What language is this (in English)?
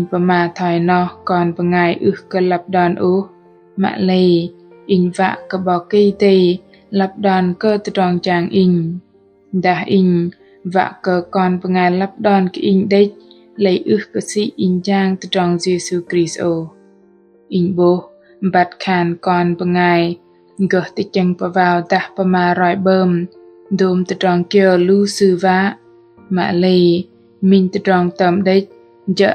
Bahnar